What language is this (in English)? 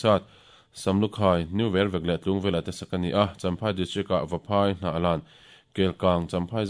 Mizo